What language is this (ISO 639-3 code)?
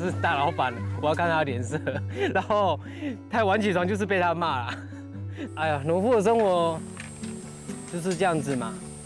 zho